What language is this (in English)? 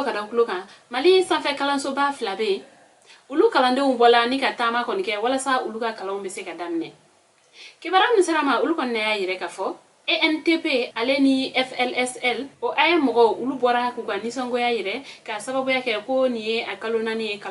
Bambara